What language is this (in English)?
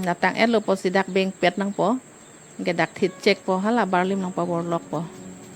Karbi